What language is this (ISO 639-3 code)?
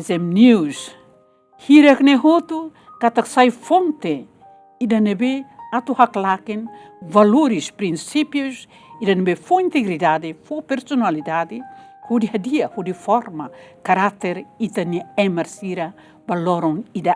tet